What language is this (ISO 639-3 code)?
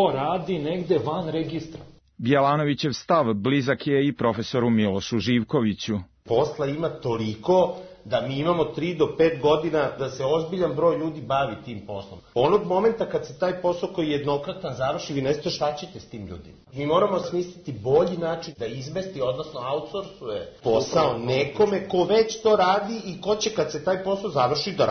srp